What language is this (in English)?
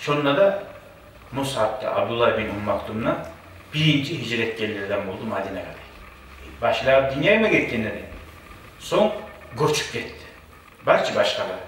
Kumyk